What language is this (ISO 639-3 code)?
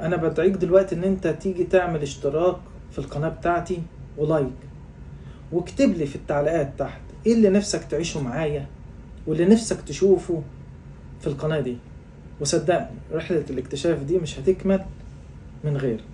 arz